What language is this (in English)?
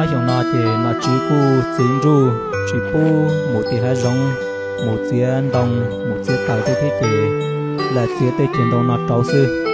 Hmong